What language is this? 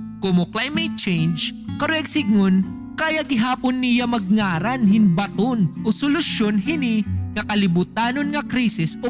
Waray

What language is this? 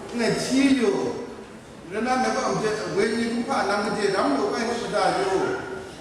Kachin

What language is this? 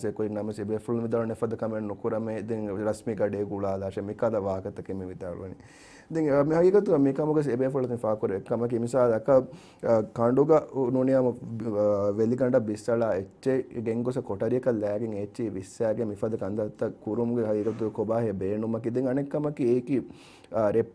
Divehi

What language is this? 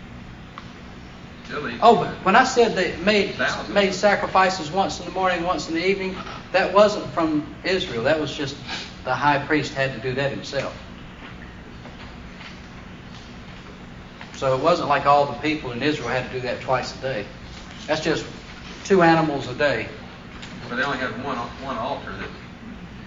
English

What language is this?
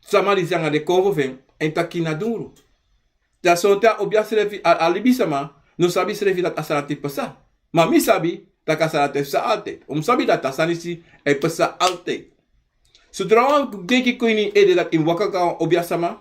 Sranan Tongo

